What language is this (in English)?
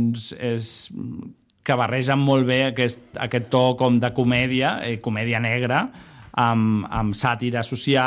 Catalan